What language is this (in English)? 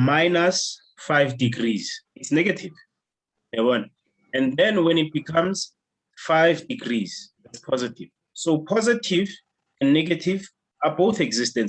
Southern Sotho